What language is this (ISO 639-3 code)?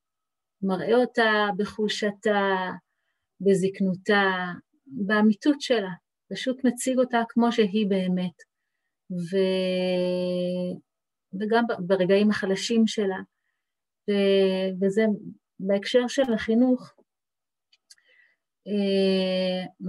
heb